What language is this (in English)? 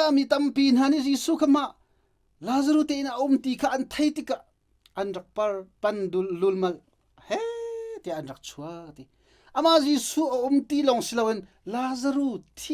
Hakha Chin